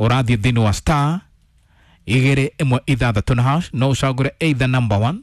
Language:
Kikuyu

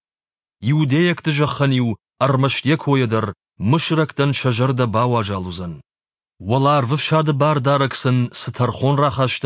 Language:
Ossetic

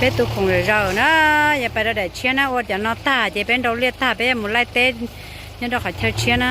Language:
Hmong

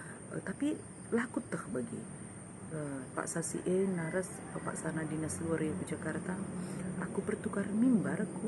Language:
Batak Karo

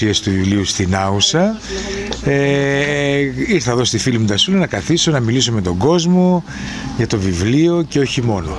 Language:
Greek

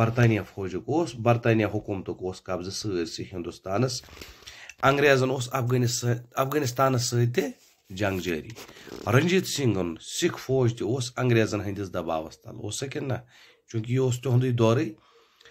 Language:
Kashmiri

